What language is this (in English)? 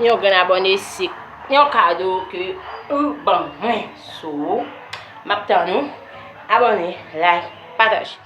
Haitian Creole